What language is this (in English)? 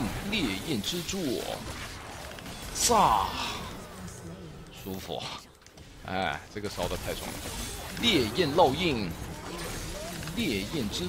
Chinese